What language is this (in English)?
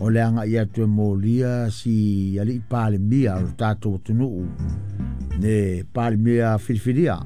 Samoan